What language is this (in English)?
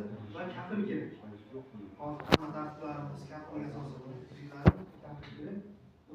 Uzbek